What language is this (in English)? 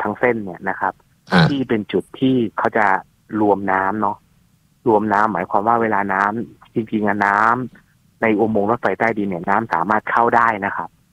Thai